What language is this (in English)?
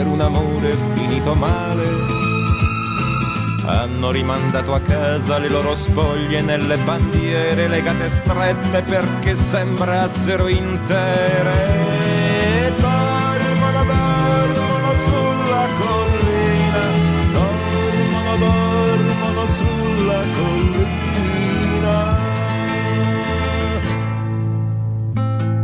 Italian